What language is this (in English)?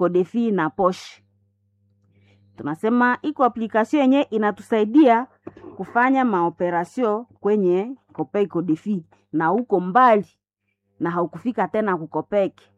Swahili